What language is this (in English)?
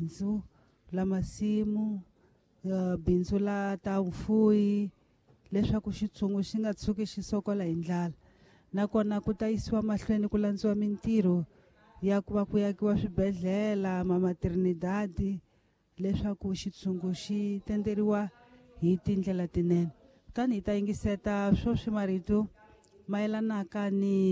Tsonga